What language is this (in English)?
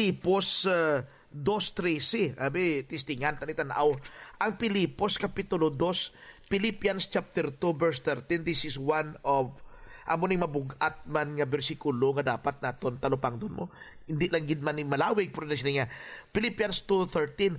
Hiligaynon